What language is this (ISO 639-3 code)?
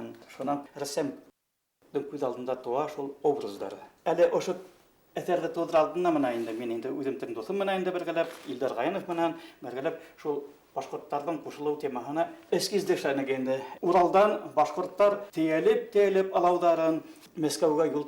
bak